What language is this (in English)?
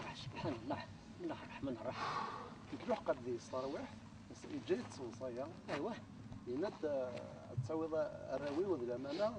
Kabyle